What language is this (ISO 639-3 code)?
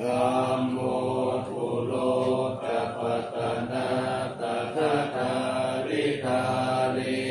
pli